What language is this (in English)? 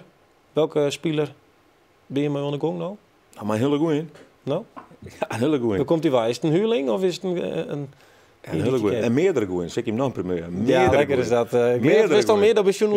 Western Frisian